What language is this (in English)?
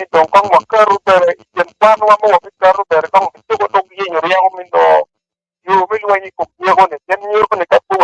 Acoli